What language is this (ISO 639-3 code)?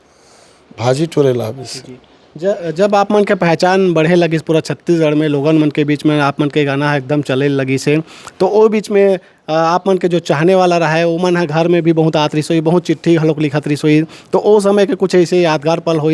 hne